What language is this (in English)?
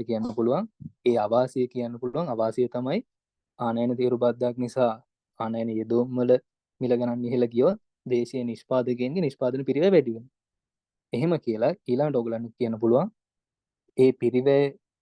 Sinhala